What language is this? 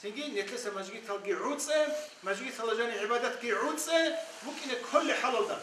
Avaric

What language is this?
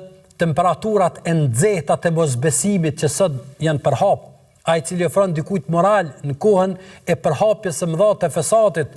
Albanian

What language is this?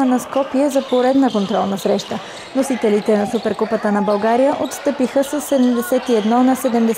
Bulgarian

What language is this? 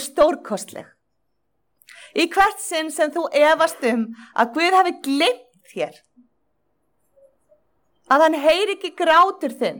Icelandic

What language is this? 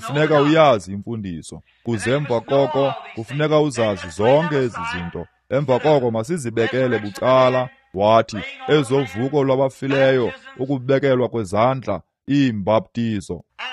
Xhosa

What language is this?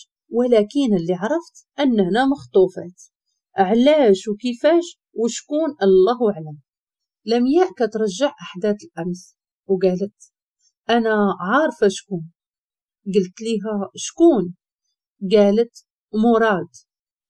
Moroccan Arabic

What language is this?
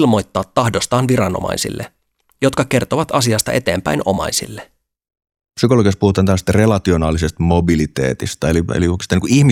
Finnish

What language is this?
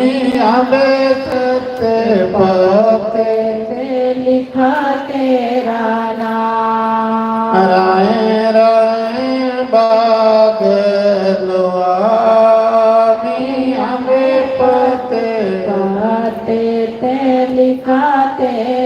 Dogri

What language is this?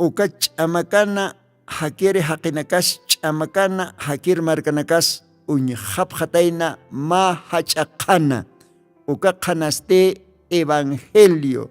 Aymara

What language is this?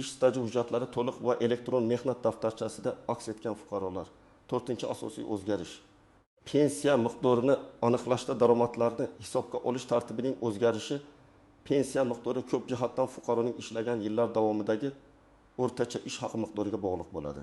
Uzbek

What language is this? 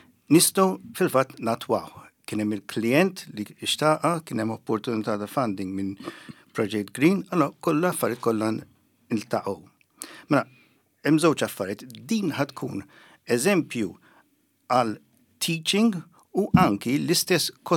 Maltese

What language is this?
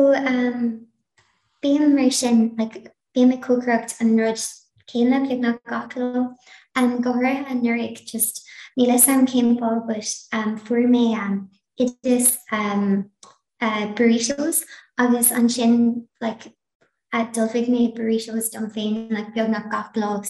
Irish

